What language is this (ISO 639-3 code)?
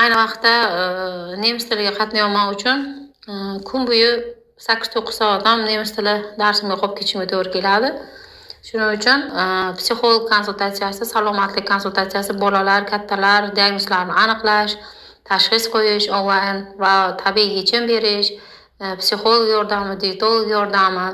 uzb